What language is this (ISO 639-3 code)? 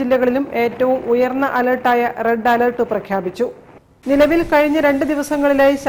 mal